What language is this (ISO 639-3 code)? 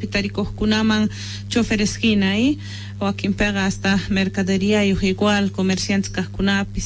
que